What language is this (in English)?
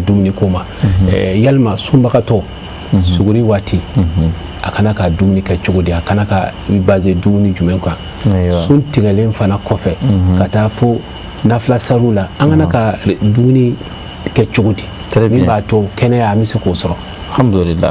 Bambara